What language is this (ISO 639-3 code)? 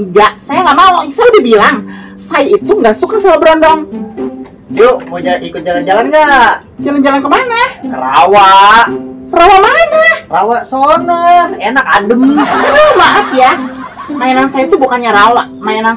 bew